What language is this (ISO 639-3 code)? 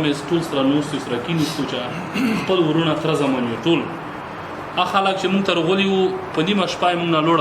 pus